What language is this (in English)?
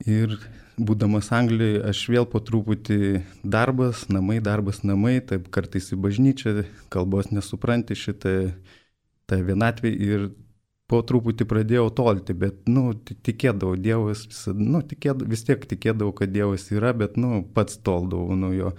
Lithuanian